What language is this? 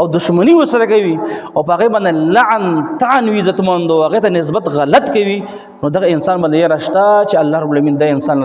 Pashto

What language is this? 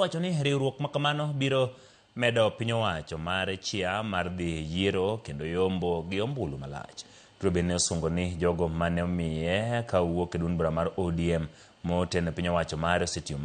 Luo (Kenya and Tanzania)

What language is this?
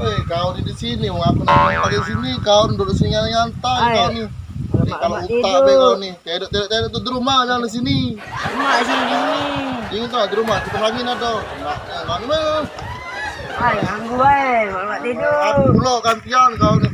Musi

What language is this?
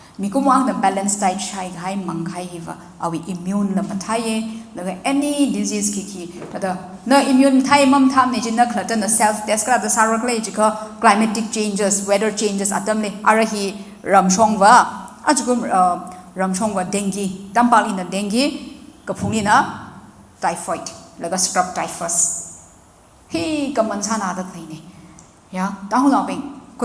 Tangkhul Naga (India)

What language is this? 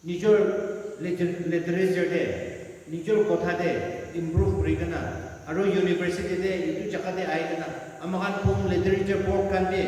Naga Pidgin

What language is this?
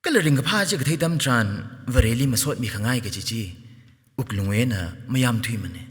Tangkhul Naga (India)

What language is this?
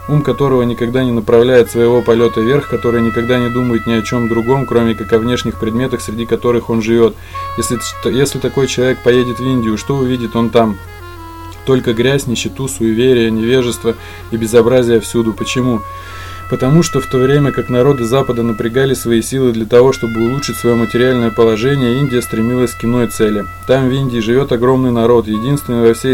Russian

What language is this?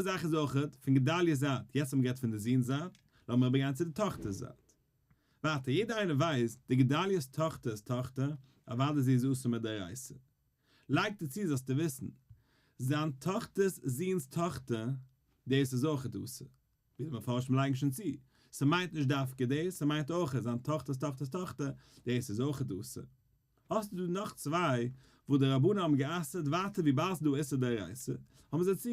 Yiddish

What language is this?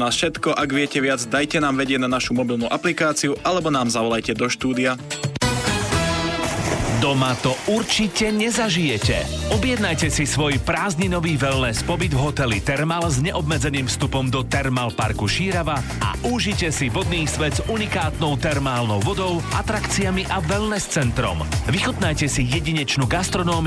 Slovak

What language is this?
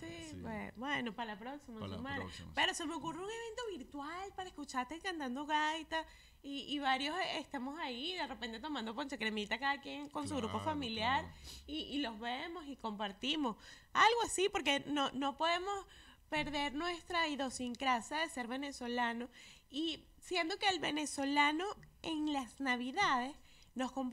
Spanish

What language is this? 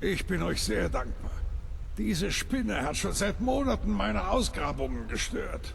Bavarian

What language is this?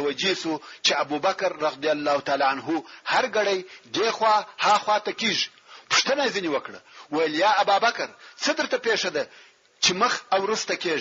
Pashto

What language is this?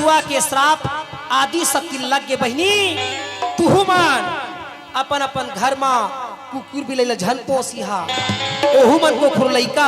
Chhattisgarhi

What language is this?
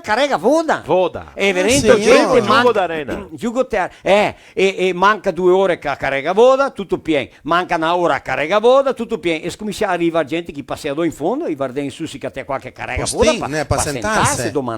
Venetian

